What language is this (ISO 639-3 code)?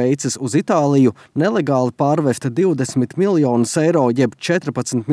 lav